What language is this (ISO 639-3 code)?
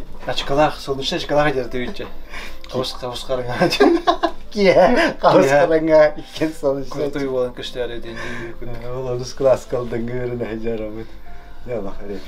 sah